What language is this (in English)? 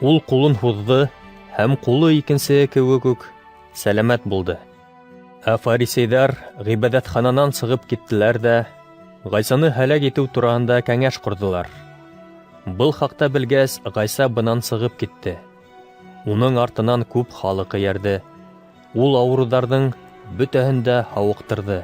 Bashkir